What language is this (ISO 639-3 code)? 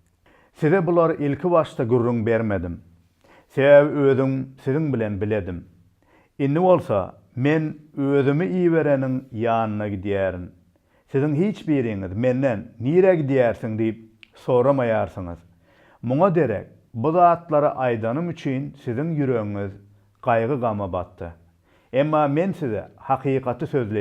tuk